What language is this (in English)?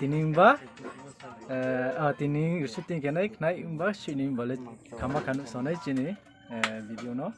Riang (India)